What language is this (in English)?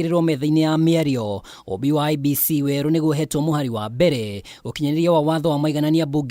Kikuyu